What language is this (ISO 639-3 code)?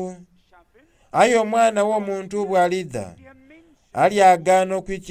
xog